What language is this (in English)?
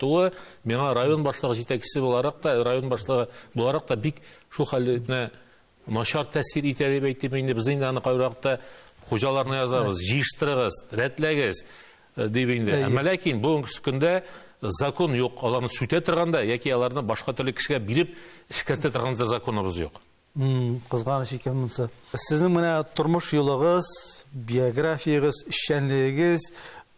Tatar